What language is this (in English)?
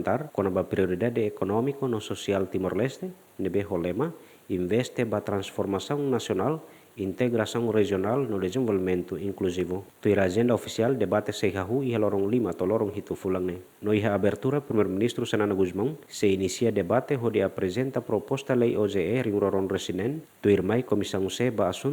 Tetum